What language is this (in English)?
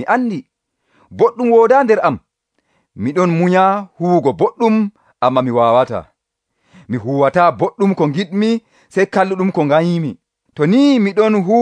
Nigerian Fulfulde